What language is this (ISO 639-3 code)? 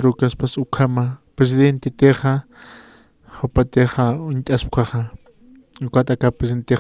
aym